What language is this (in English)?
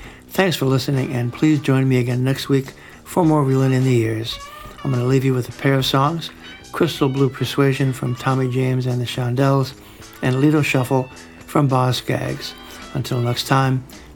English